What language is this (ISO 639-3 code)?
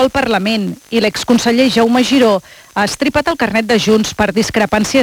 cat